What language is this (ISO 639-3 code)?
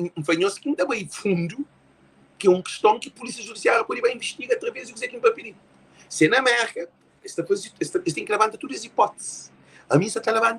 kea